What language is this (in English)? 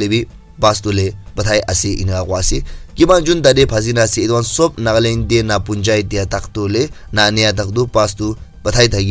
Naga Pidgin